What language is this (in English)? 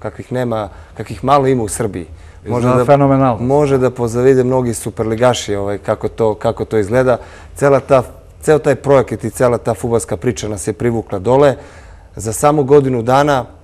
Serbian